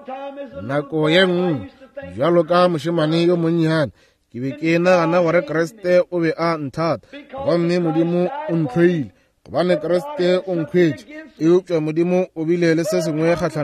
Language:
Northern Sotho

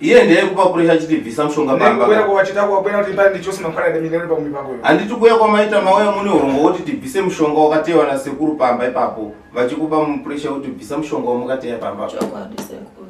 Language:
Shona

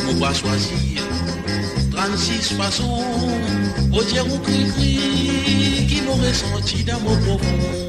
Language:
Morisyen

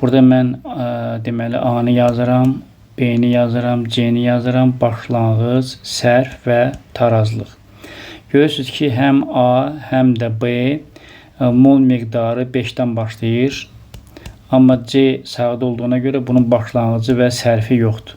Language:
Azerbaijani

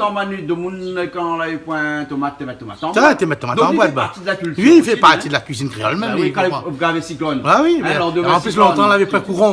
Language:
Réunion Creole French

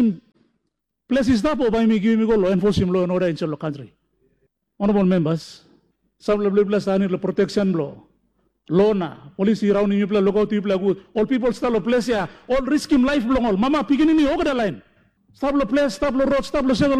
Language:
Tok Pisin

